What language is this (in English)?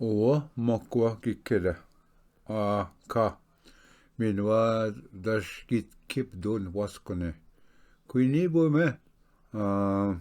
Ojibwa